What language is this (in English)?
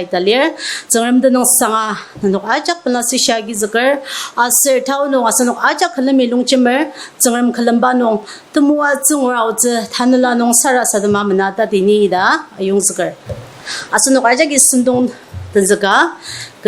Ao Naga